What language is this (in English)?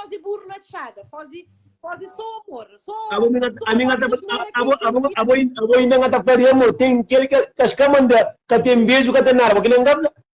Kabuverdianu